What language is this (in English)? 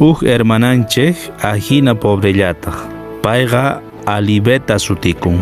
Quechua